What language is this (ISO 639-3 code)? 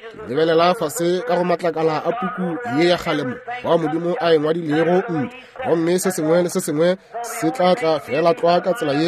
nso